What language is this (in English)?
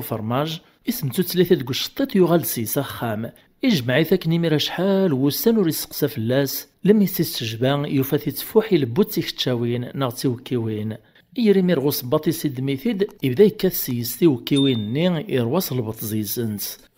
Kabyle